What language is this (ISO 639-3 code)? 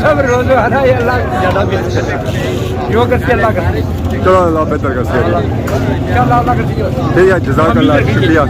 phr